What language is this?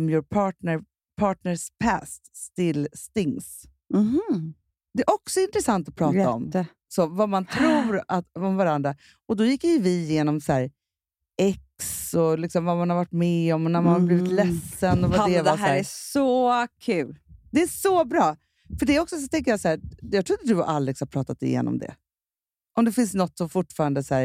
Swedish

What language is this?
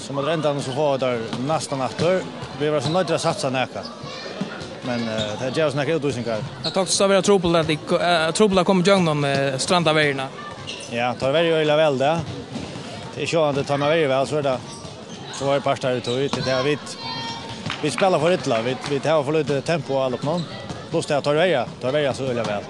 Faroese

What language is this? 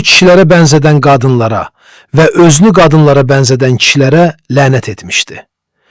Azerbaijani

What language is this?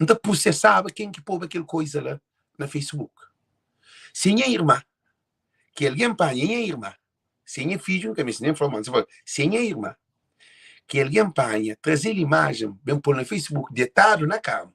Kabuverdianu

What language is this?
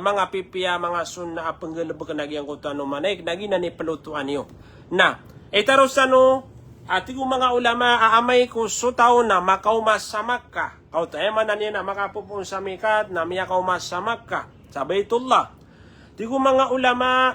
Maranao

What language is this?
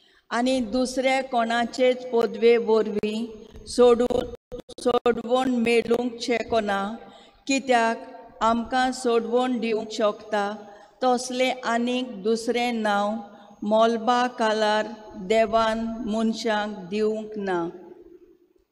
Konkani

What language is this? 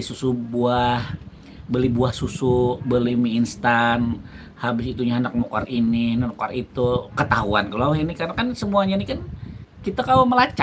Banjar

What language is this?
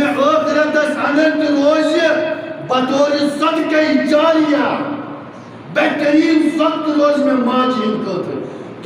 Kashmiri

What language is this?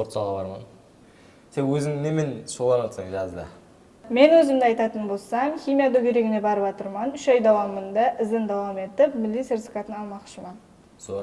Kara-Kalpak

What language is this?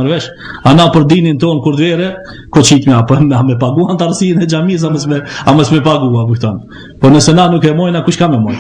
Albanian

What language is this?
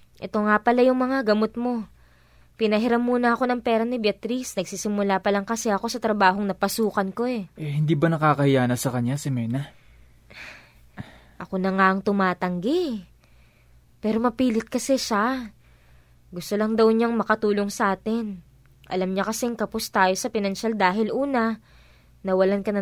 Filipino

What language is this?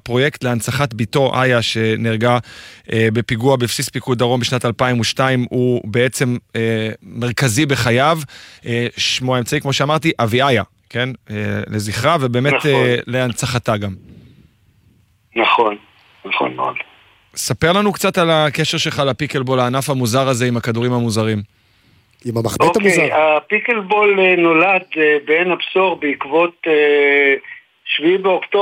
Hebrew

